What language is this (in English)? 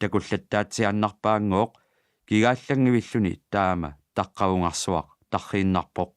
Kalaallisut